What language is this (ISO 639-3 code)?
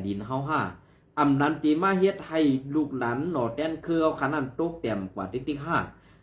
shn